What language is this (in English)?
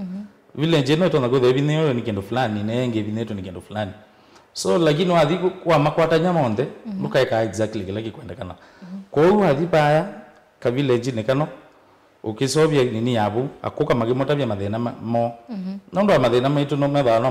Kamba